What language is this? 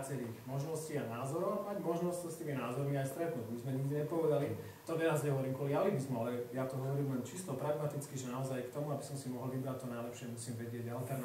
Slovak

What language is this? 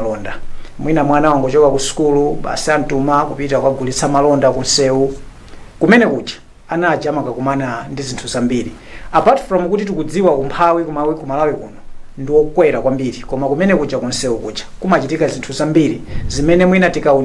Nyanja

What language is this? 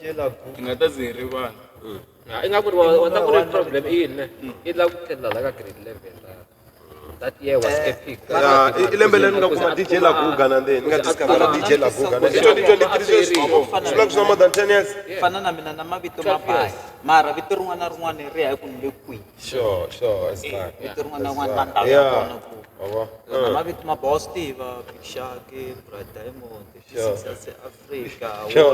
Tsonga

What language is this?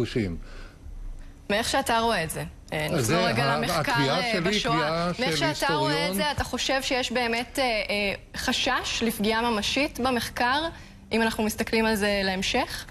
Hebrew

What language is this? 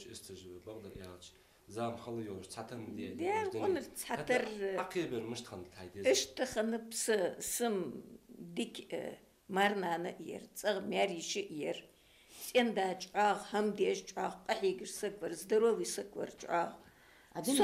Ingush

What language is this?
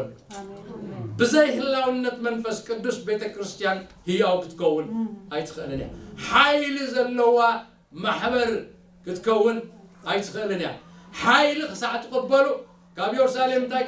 Tigrinya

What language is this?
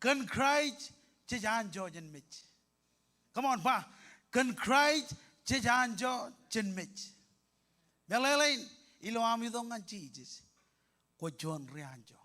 Marshallese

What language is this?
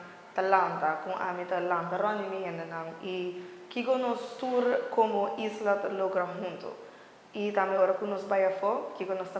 Papiamento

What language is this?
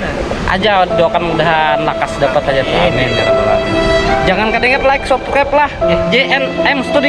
Banjar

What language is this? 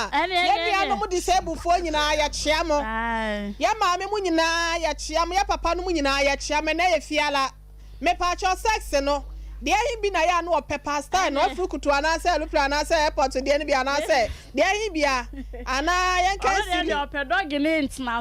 Akan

